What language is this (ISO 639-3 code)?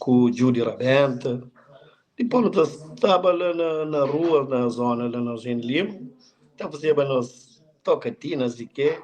kea